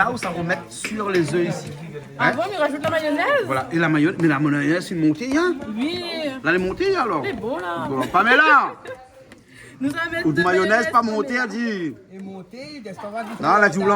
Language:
Réunion Creole French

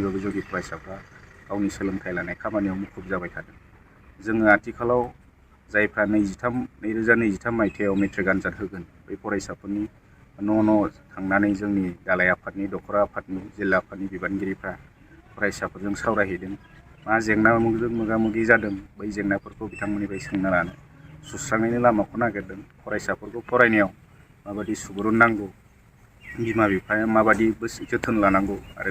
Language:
Bodo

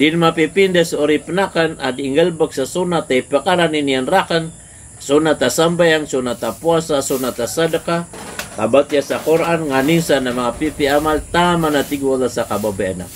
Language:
Maranao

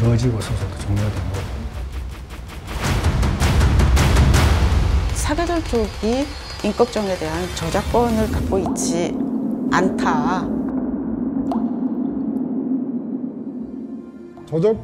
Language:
Korean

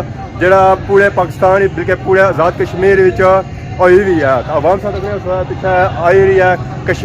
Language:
Pahari-Potwari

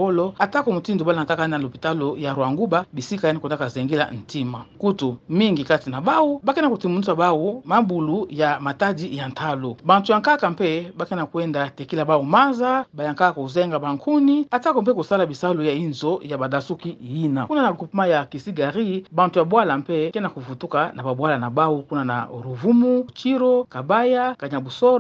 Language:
Kituba (Democratic Republic of Congo)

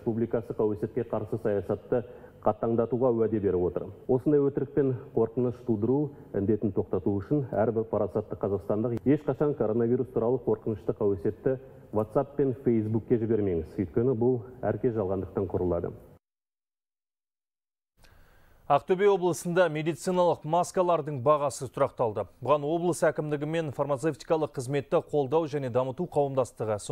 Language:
Kazakh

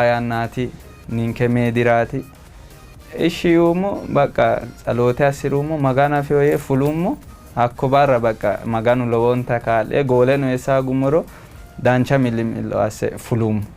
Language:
Sidamo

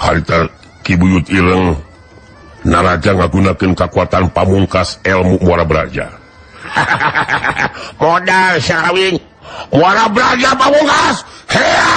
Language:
Sundanese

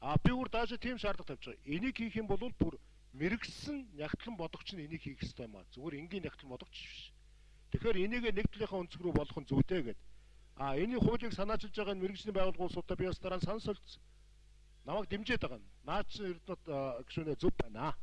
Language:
Mongolian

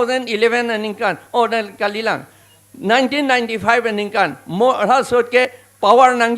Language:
Karbi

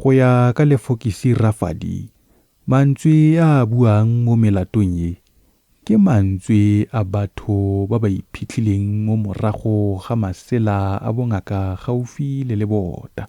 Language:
Tswana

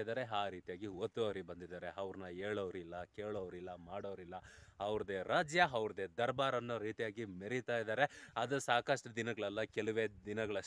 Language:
Kannada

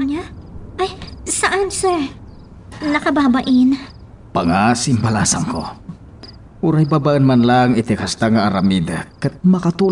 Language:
Iloko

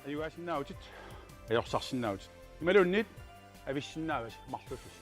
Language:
Kalaallisut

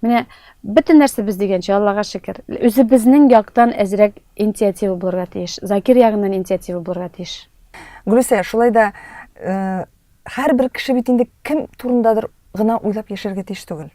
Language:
Tatar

